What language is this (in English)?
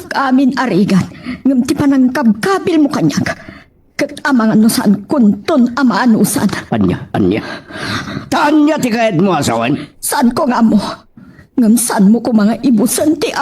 Iloko